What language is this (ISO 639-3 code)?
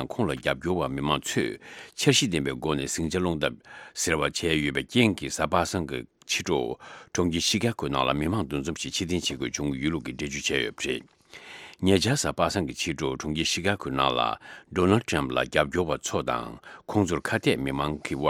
bod